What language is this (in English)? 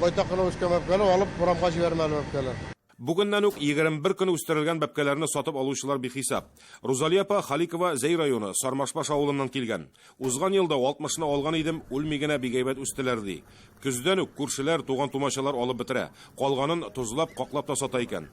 Tatar